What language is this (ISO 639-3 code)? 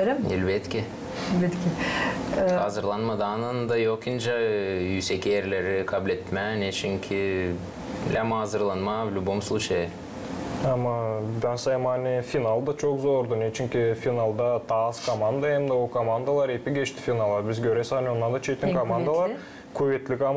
gag